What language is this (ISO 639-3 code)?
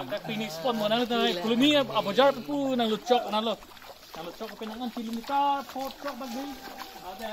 mjw